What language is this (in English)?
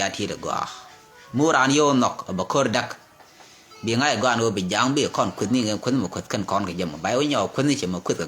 Nuer